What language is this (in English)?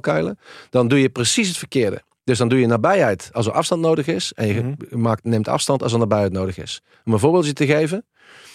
Dutch